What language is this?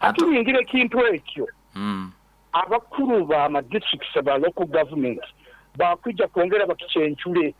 Nyoro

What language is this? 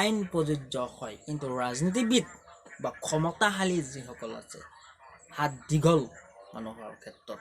Assamese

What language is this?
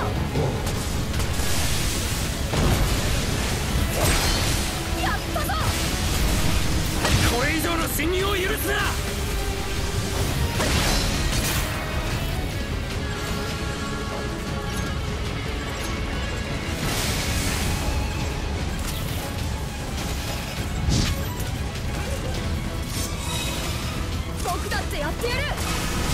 Japanese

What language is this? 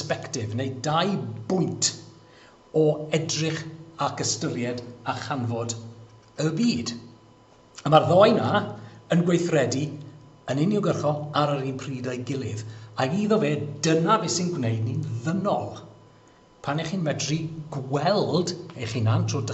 Welsh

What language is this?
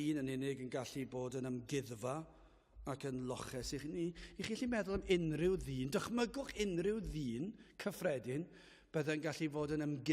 Welsh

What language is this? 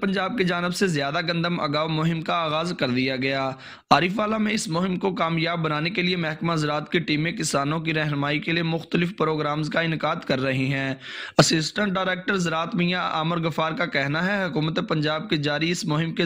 Urdu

